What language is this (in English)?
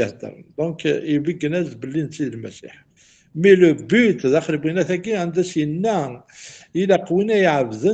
Kabyle